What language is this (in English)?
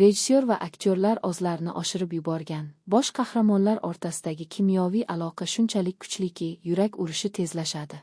Uzbek